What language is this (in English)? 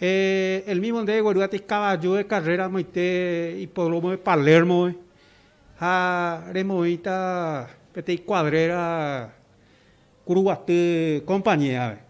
Guarani